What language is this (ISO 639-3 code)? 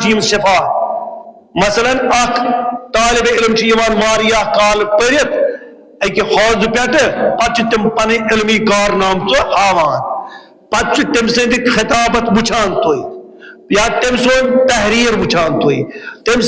kas